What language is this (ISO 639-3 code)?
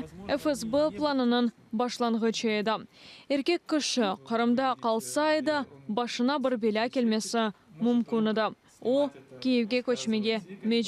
crh